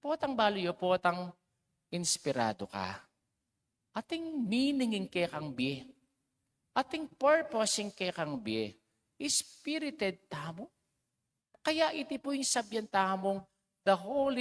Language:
Pampanga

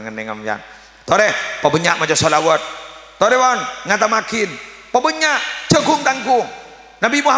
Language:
Madurese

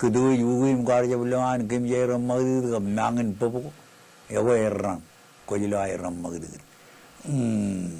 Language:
Marshallese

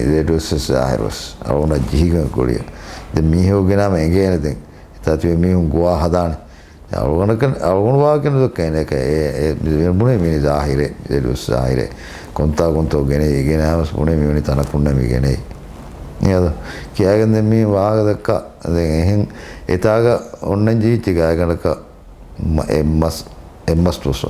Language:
Divehi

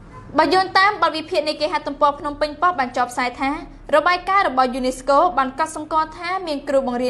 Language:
Khmer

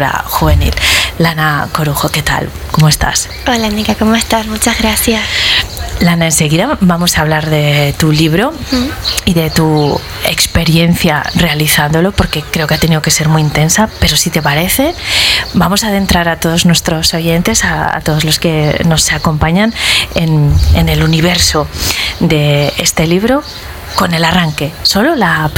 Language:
Spanish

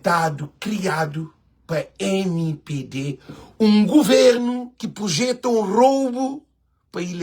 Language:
Kabuverdianu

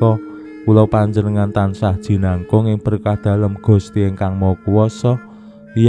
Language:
Javanese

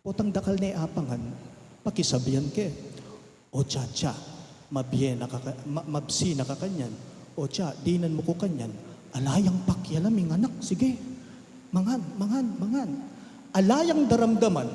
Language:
Pampanga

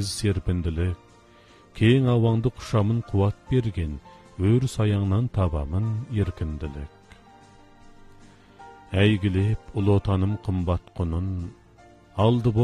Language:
Kazakh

